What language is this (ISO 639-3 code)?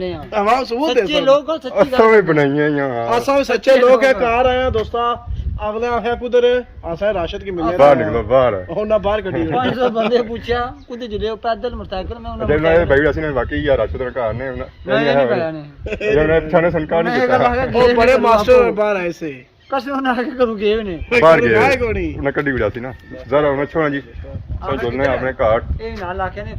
phr